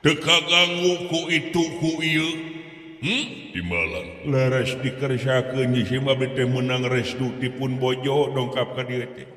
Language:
Sundanese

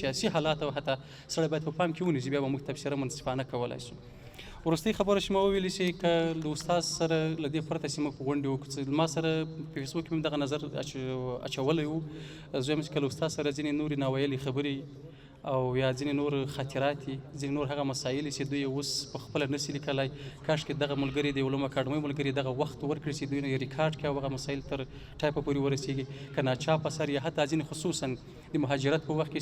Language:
Pashto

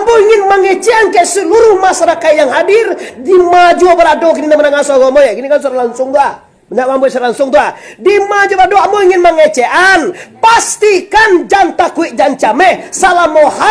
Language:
Minangkabau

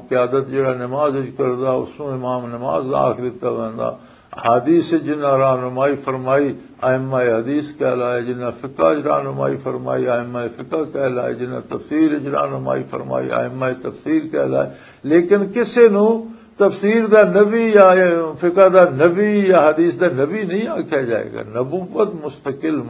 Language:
Western Panjabi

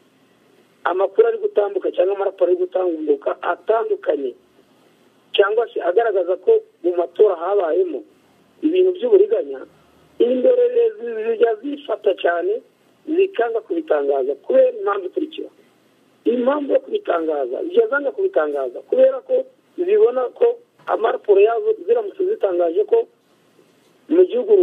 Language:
Kinyarwanda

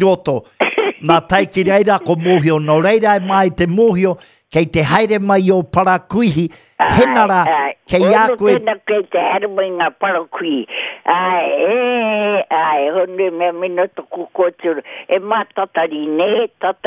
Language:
Māori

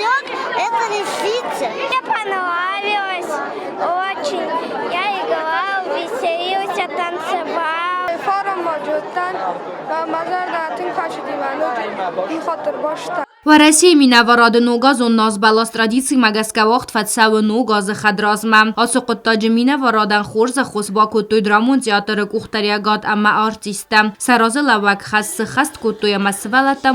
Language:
Ossetic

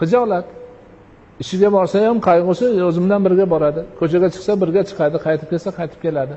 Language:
Uzbek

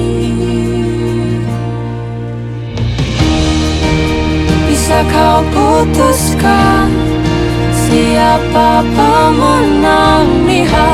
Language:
Indonesian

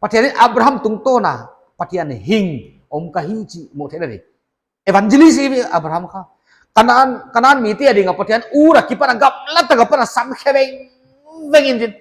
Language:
Paite Chin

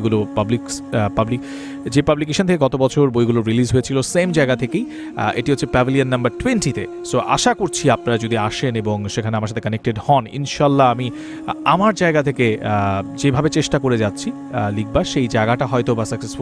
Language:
Bangla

